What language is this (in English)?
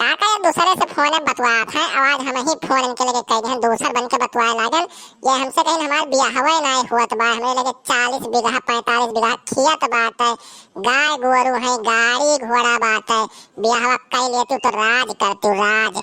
Awadhi